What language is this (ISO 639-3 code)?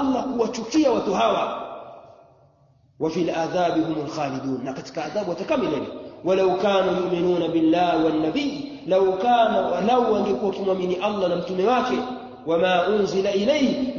swa